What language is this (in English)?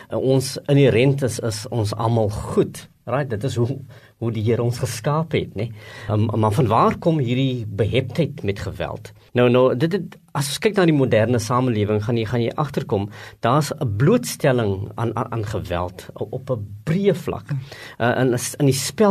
Afrikaans